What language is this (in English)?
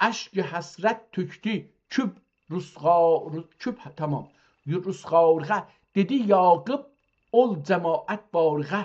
South Azerbaijani